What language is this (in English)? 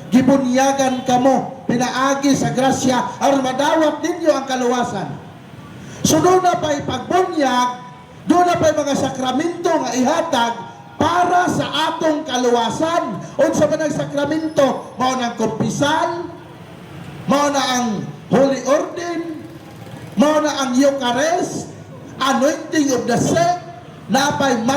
Cebuano